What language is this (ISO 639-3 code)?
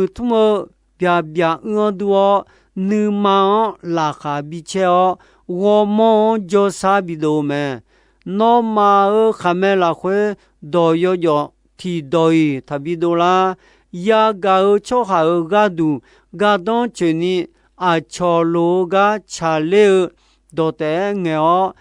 ahk